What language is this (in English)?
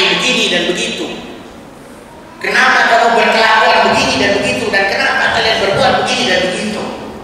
Indonesian